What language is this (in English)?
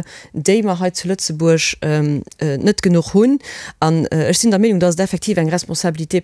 Luxembourgish